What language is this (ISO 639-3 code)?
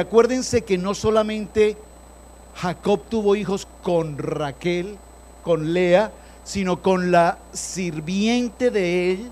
spa